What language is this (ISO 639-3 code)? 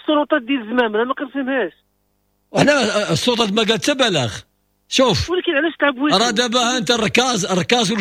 ary